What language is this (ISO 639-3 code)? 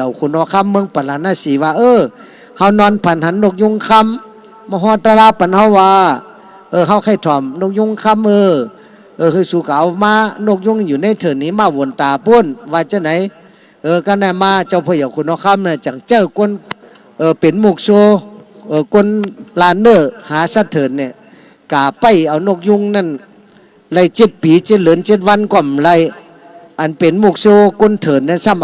shn